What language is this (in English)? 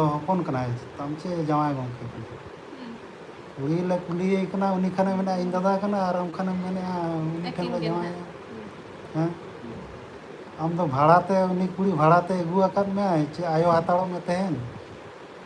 Santali